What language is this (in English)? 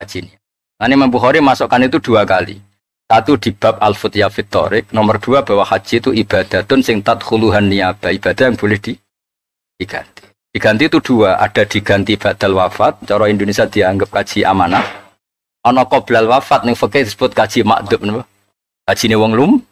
Javanese